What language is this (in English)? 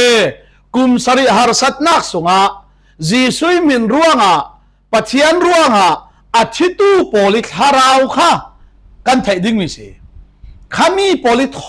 Falam Chin